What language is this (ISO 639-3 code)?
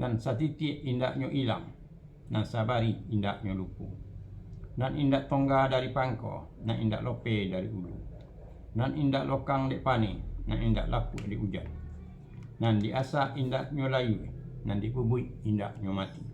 min